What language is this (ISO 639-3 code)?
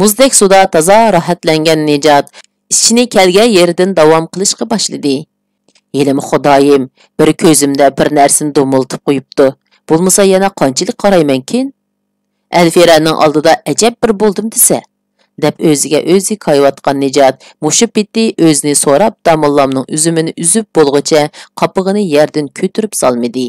uig